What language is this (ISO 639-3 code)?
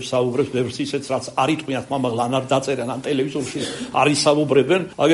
kat